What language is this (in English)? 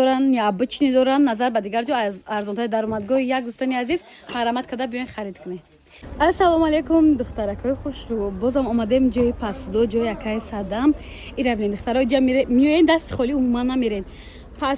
Tajik